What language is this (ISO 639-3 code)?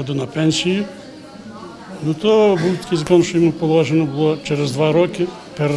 ukr